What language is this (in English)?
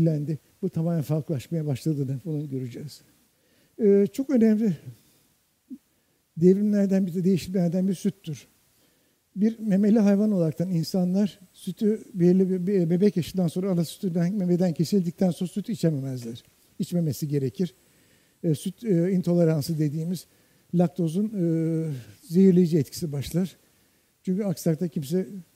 Turkish